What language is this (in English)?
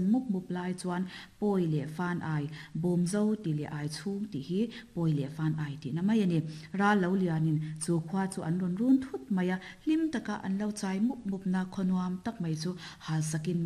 Mizo